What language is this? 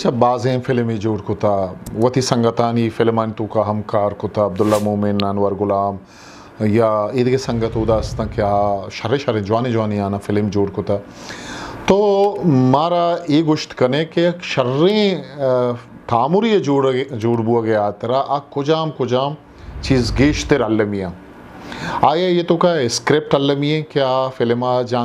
Eastern Balochi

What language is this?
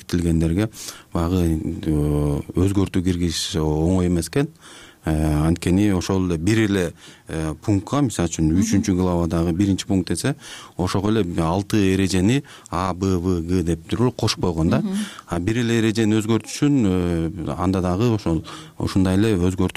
Kyrgyz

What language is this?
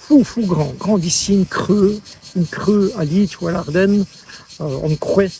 Walloon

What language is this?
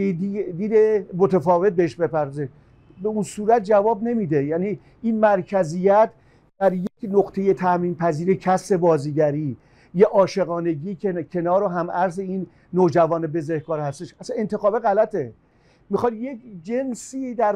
Persian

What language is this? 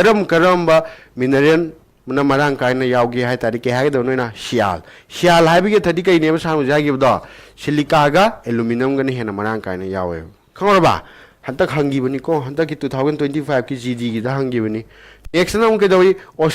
Manipuri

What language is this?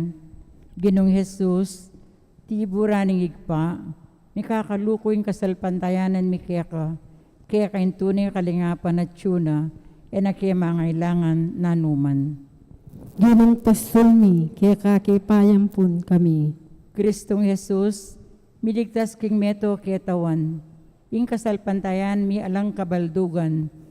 Pampanga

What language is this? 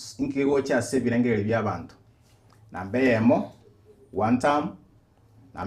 Gusii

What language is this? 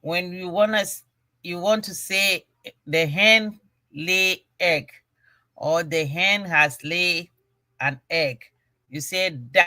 Ewe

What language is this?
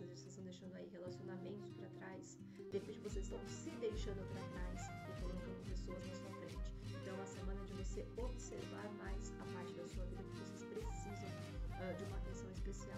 Portuguese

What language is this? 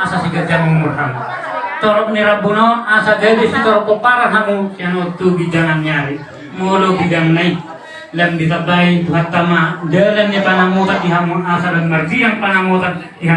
Batak Toba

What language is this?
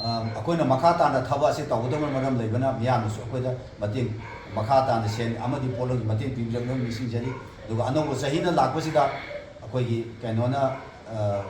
Manipuri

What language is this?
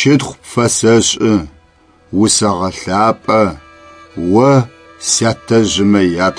Adyghe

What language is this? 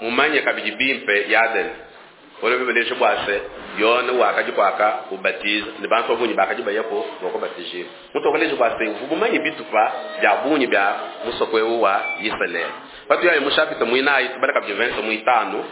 Luba-Lulua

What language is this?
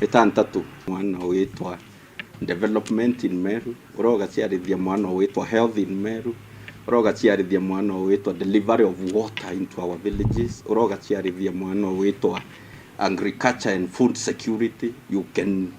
Meru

